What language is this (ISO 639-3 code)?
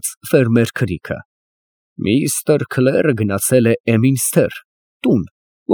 hye